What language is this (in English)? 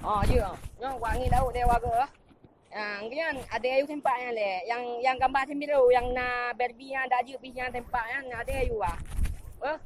Achinese